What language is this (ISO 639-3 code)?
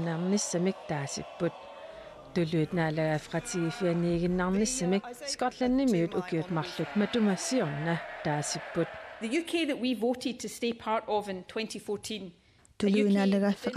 kal